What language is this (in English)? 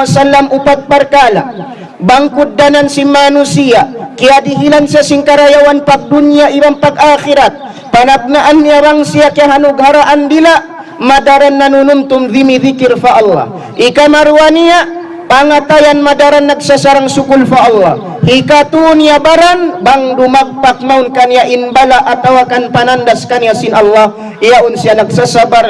Tausug